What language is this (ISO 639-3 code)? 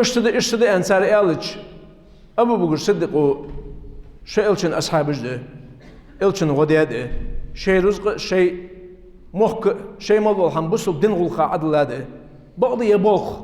inh